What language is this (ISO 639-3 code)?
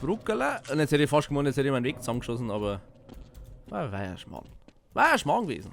bar